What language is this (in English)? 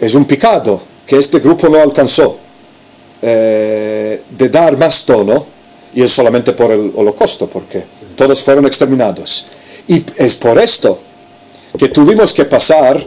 Ladino